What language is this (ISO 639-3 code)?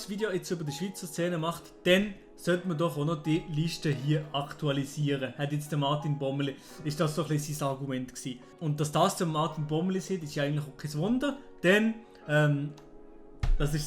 gsw